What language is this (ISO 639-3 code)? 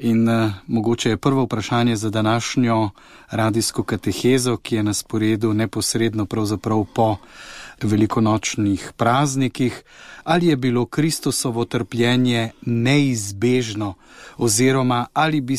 slv